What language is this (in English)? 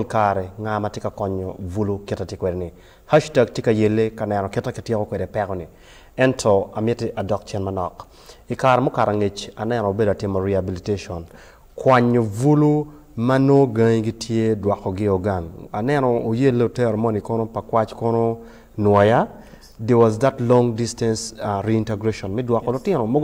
Acoli